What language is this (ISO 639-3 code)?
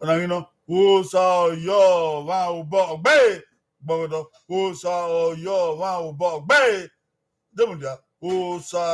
bin